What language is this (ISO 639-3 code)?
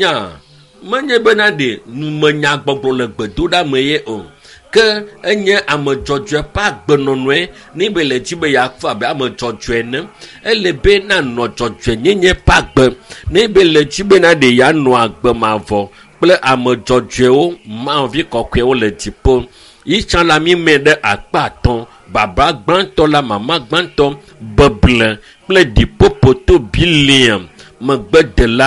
ewe